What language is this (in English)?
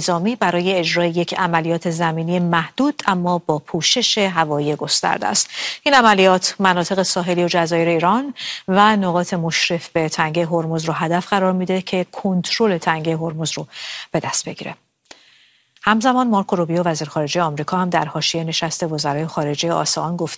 Persian